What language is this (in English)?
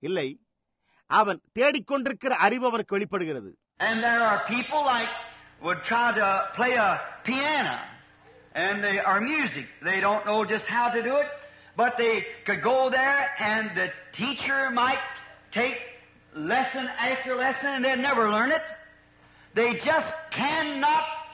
Tamil